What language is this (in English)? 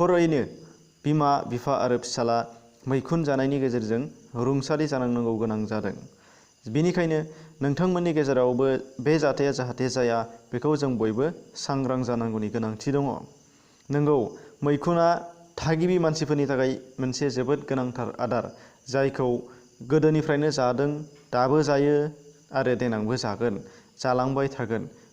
Bodo